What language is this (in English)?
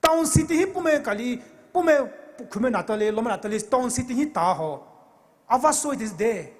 Poumei Naga